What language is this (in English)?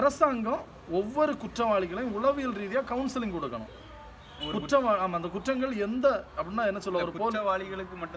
Tamil